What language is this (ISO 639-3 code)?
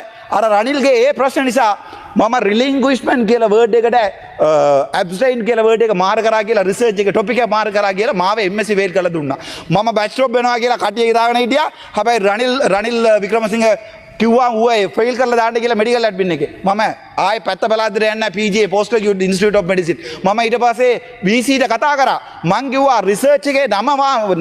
sin